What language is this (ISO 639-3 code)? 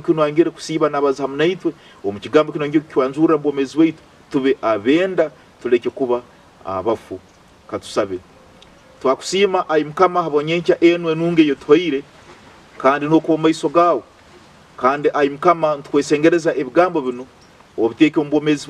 nyn